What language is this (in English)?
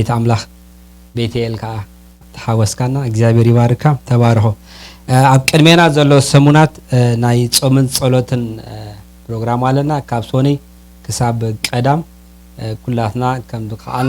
Tigrinya